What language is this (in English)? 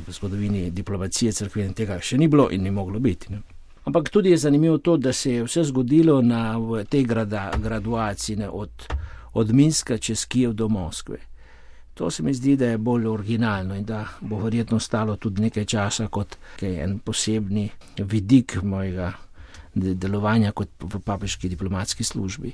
Slovenian